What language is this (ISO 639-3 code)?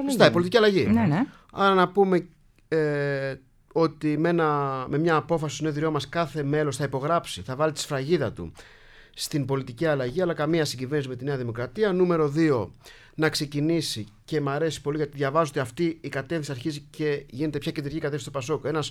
ell